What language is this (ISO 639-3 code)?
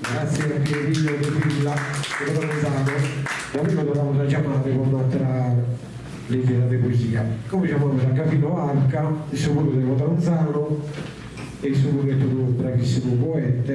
srd